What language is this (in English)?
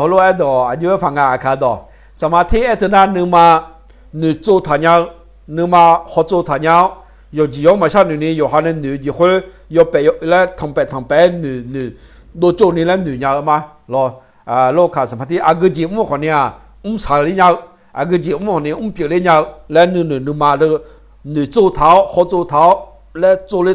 Akha